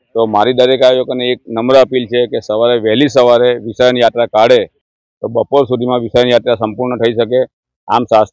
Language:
Gujarati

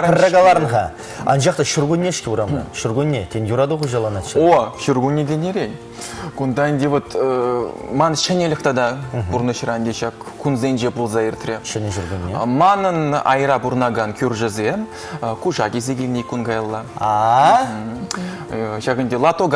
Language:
Chuvash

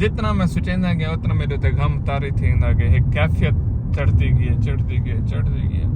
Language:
Saraiki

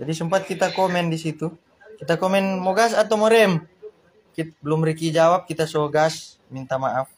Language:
Manado Malay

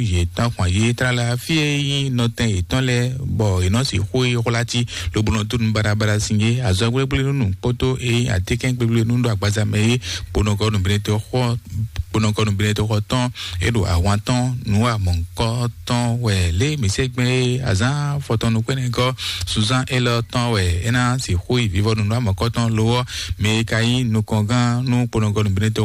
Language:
Fon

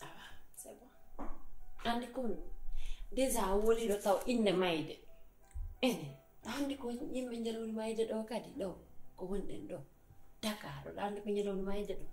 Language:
Fula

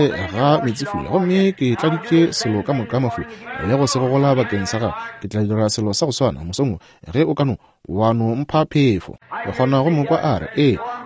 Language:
Northern Sotho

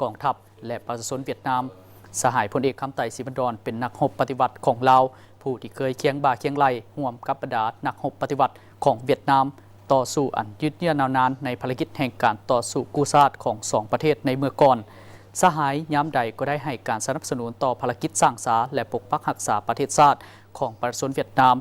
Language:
Lao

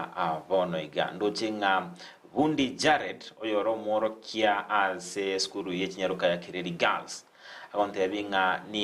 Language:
Gusii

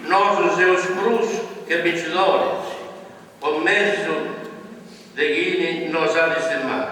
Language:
Sardinian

